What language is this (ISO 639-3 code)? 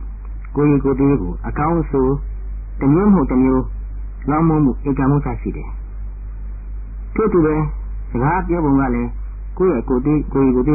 mya